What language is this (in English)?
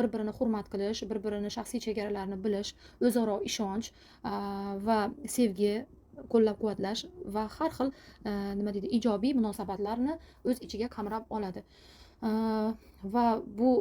Uzbek